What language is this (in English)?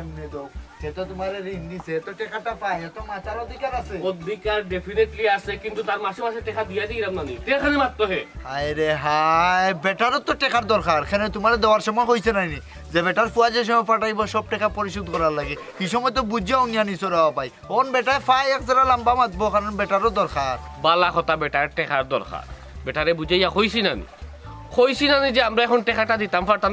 Sylheti